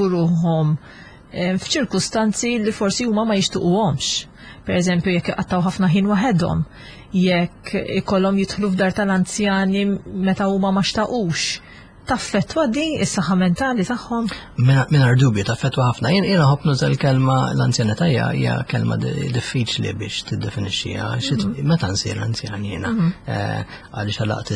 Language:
Maltese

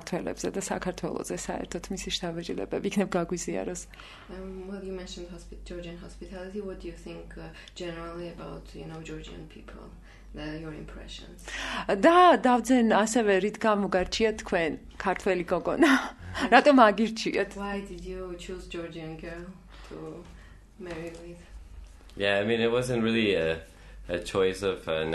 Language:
Georgian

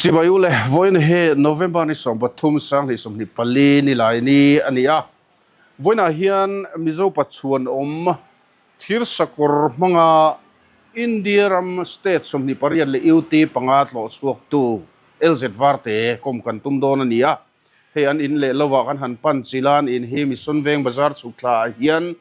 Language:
Mizo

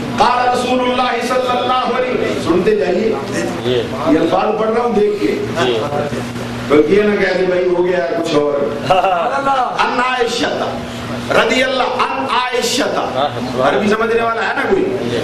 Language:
Urdu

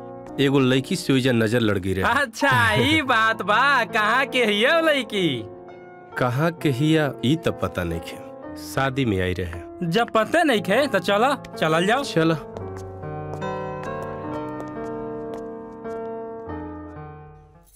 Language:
Bhojpuri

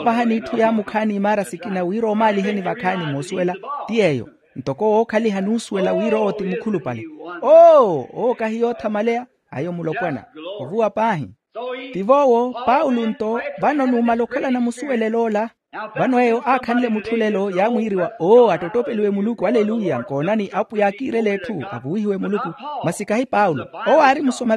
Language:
Makhuwa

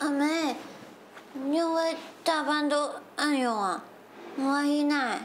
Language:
Hakka Chinese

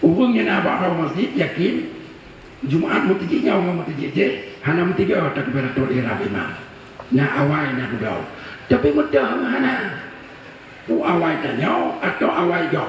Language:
Achinese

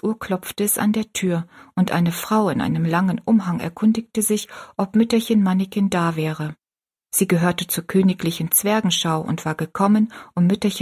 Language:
German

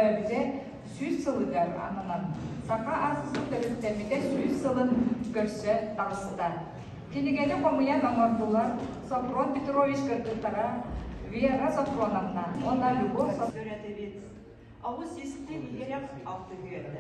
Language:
Yakut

